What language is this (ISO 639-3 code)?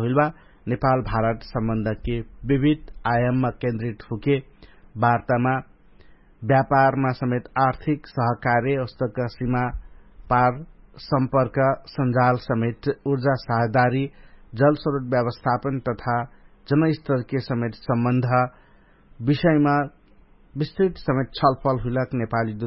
thl